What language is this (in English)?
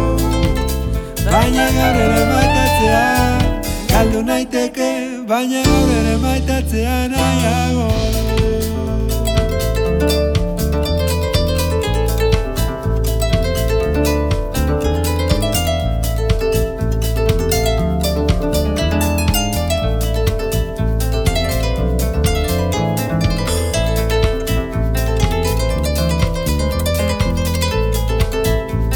Basque